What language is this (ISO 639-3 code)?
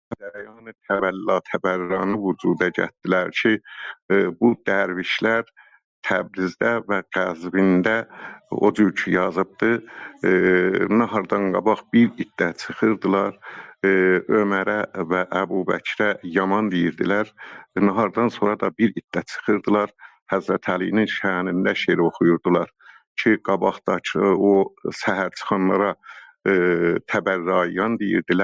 azb